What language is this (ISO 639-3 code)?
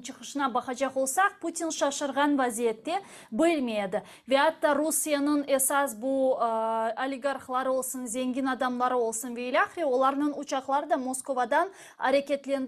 crh